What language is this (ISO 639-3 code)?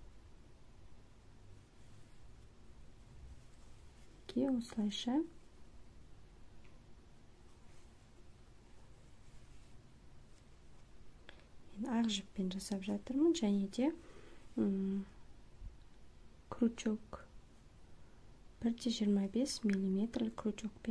kaz